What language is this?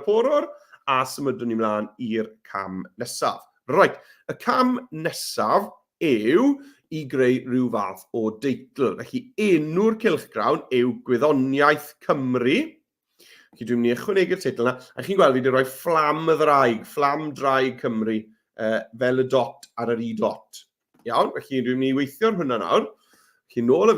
Welsh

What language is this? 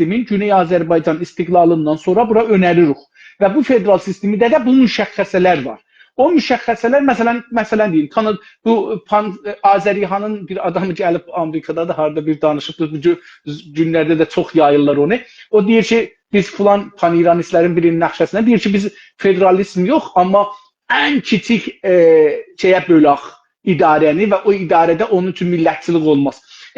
South Azerbaijani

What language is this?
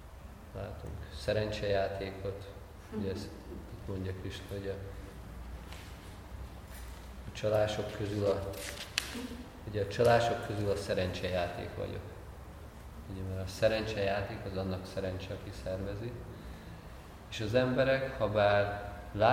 Hungarian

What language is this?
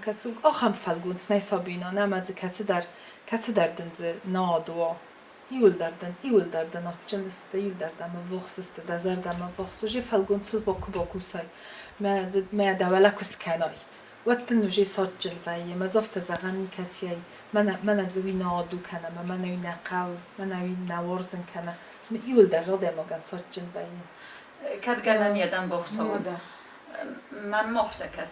Ossetic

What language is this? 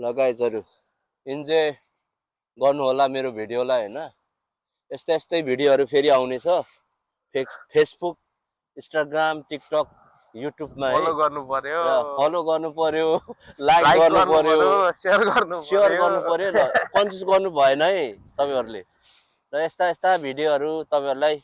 Nepali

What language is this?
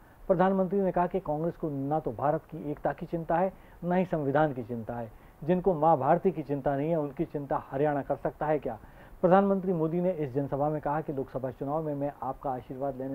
Hindi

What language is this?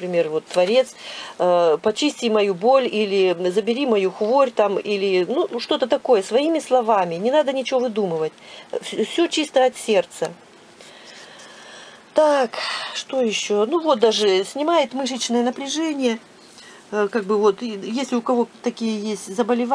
Russian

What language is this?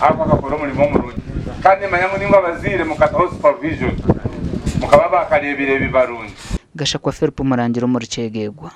Nyankole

